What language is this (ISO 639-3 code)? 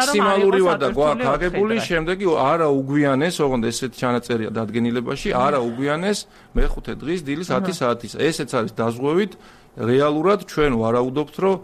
kat